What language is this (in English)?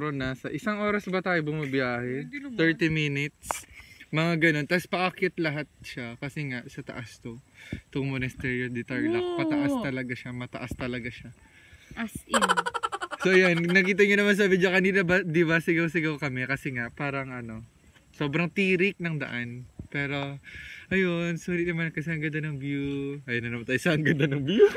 Filipino